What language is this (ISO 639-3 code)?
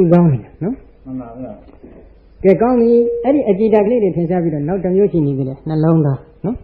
mya